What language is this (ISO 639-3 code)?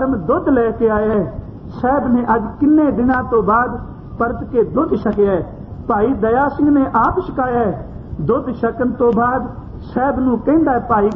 pan